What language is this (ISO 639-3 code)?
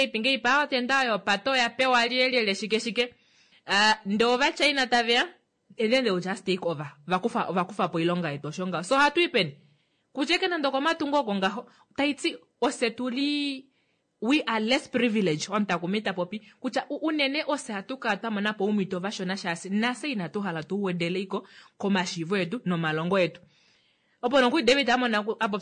kua